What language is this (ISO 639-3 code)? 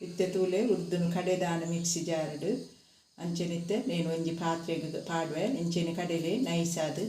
tcy